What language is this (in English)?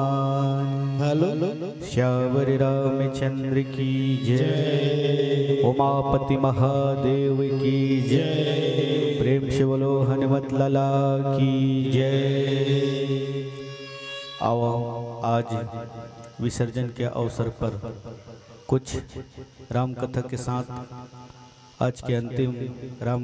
Chhattisgarhi